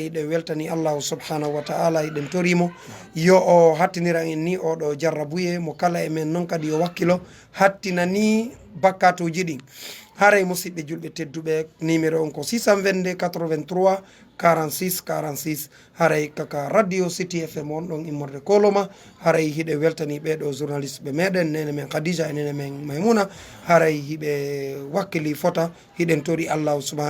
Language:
Fula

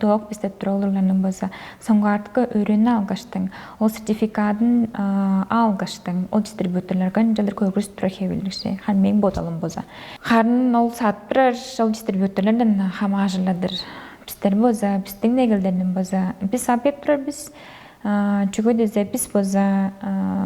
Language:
Tuvinian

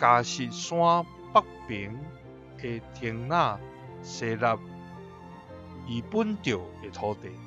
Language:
Min Nan Chinese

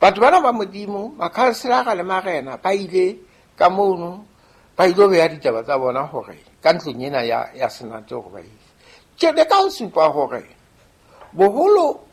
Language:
Southern Sotho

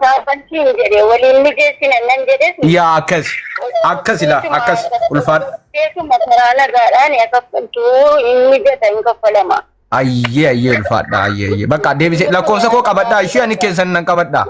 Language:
Oromo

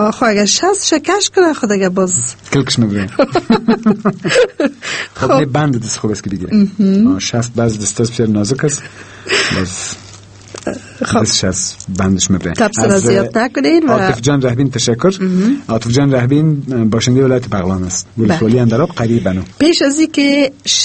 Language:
Persian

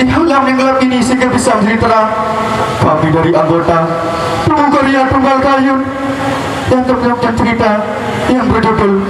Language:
Sasak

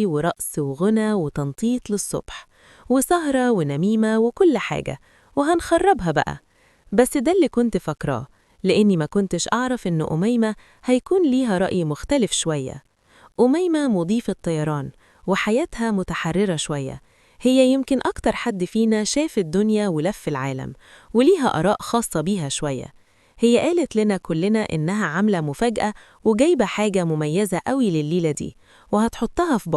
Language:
Egyptian Arabic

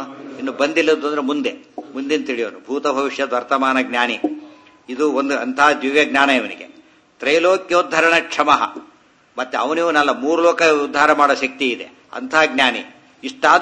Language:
Kannada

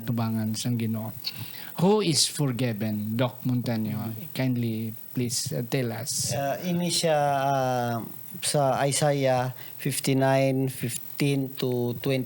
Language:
Hiligaynon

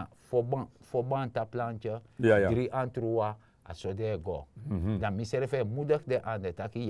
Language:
Sranan Tongo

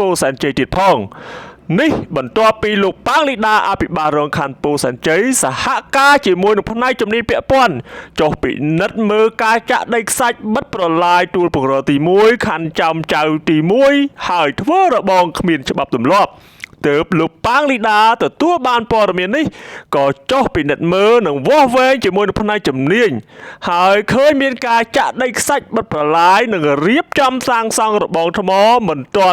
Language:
Khmer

